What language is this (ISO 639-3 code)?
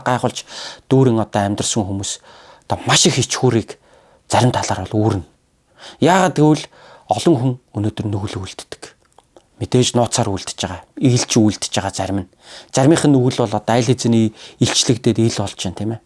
mon